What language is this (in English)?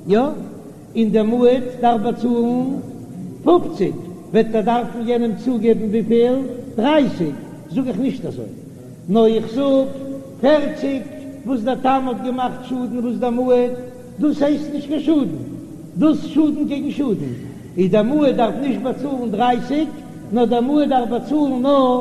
Yiddish